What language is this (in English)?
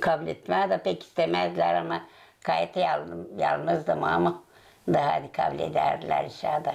Gagauz